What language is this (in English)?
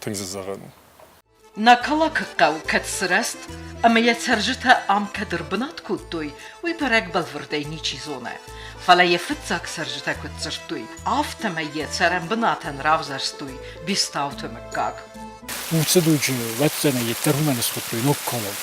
Ossetic